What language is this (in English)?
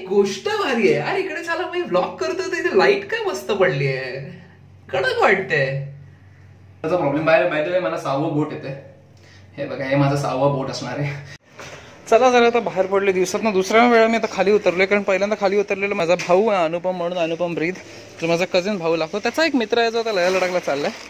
Marathi